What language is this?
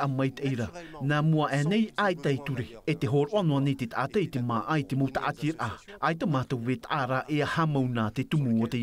Tahitian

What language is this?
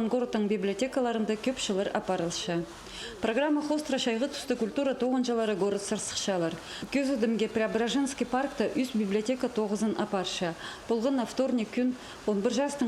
Khakas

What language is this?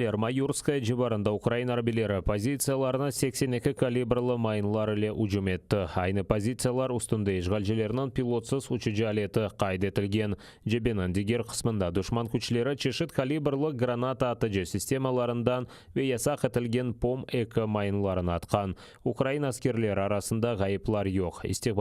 Crimean Tatar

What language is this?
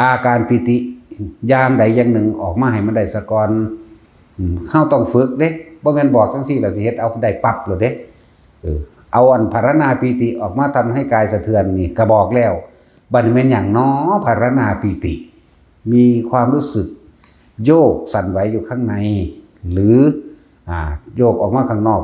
Northeastern Thai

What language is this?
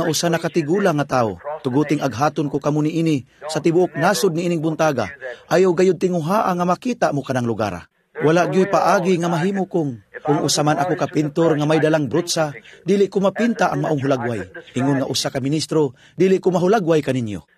Cebuano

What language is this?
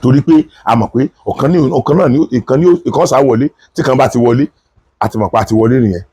Yoruba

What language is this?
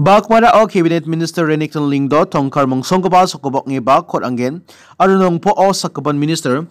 Garo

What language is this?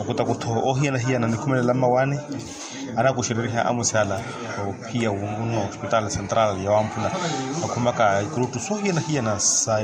Makhuwa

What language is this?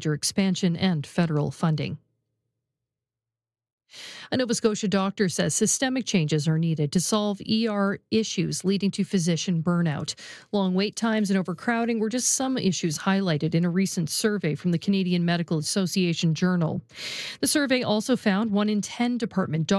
English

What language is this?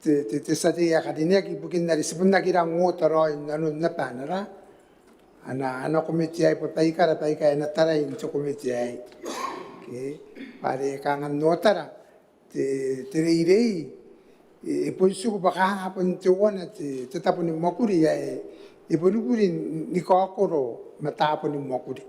Gilbertese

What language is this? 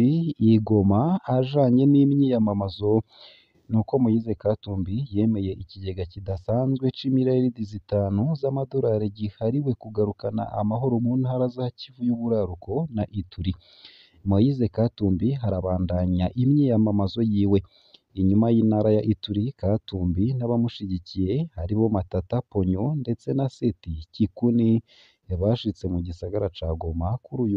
Rundi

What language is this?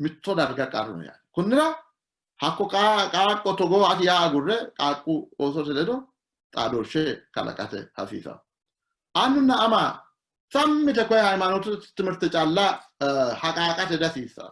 Sidamo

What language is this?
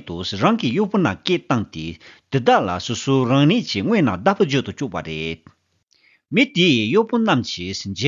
Tibetan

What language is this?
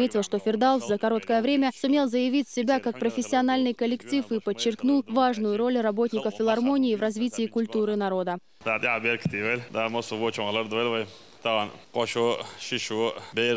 Chechen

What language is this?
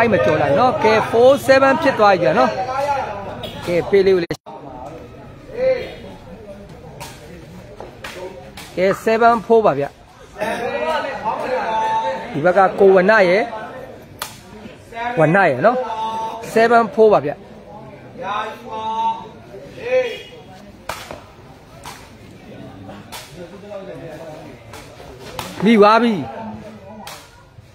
Burmese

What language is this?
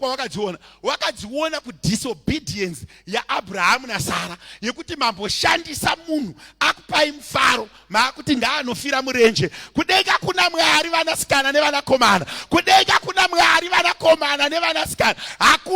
Shona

